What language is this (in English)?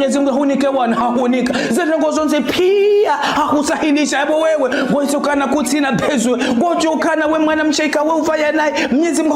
Ngazidja Comorian